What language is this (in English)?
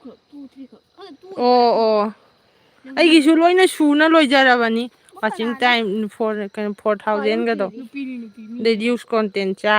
Manipuri